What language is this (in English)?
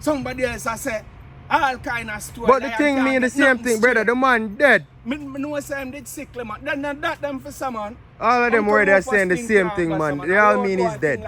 Jamaican Creole English